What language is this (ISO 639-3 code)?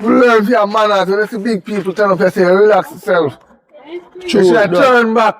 jam